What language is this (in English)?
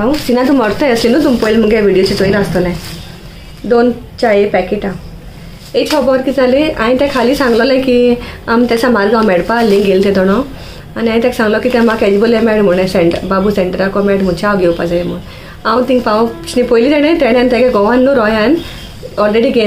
Konkani